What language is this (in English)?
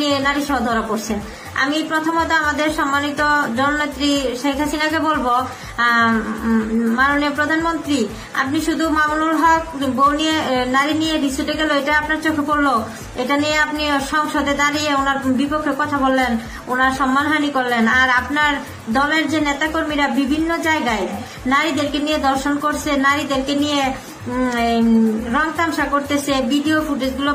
Bangla